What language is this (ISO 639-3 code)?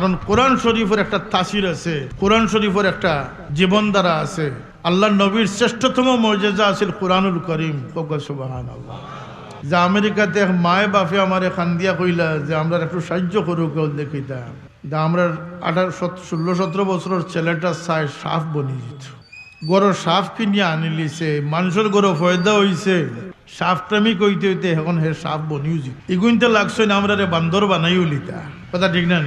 syl